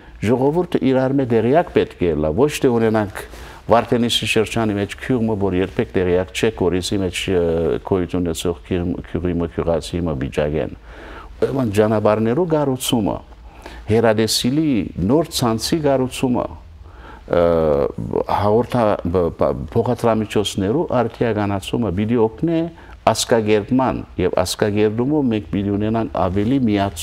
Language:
Western Armenian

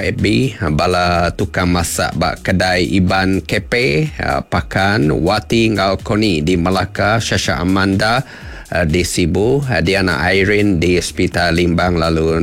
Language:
Iban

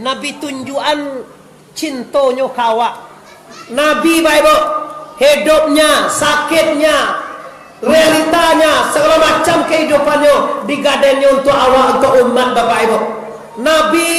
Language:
Minangkabau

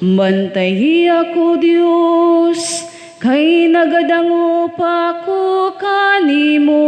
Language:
Cebuano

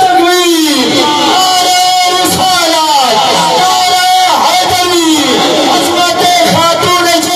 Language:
Saraiki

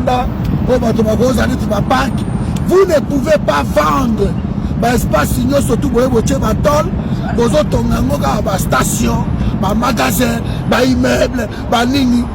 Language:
Lingala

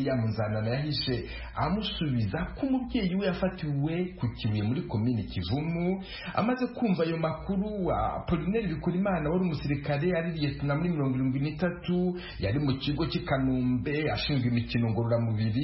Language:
Kinyarwanda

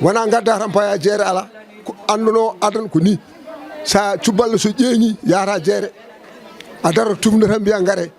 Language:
Fula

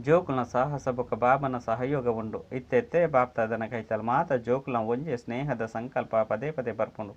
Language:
Tulu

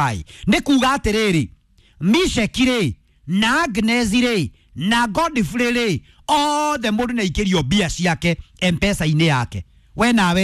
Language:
Kikuyu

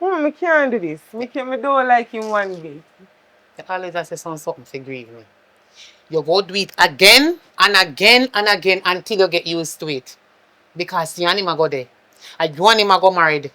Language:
Jamaican Creole English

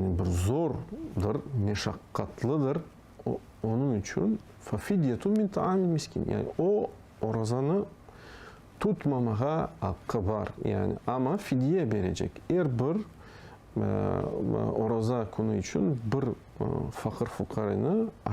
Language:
Crimean Tatar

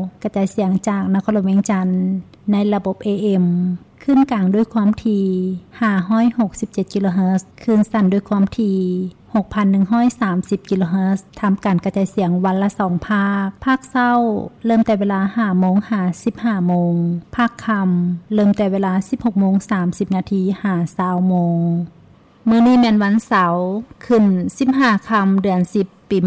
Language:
Lao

